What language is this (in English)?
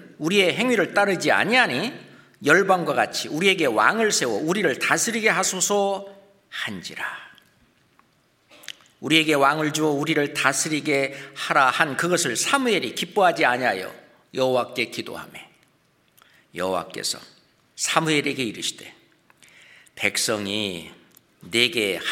Korean